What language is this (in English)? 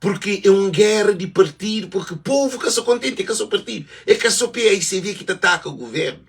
Kabuverdianu